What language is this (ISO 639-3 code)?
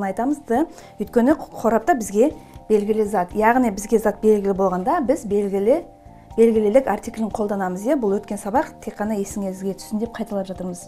kaz